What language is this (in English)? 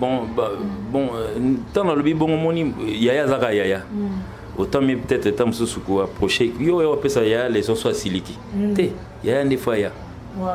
Lingala